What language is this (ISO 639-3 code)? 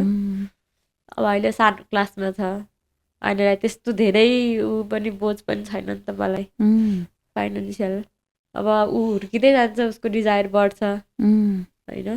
nep